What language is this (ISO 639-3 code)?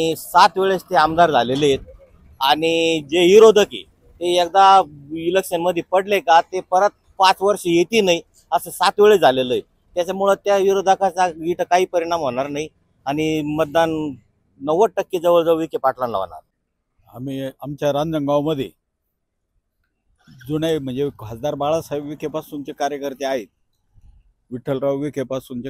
mar